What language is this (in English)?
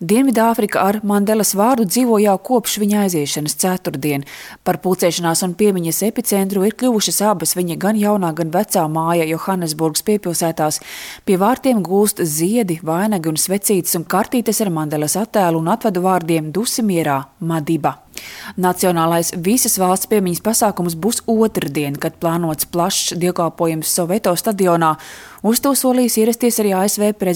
Latvian